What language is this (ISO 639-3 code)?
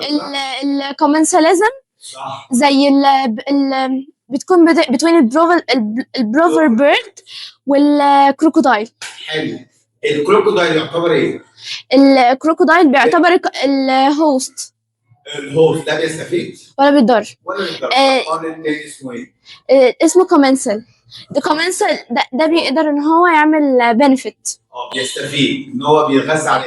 arz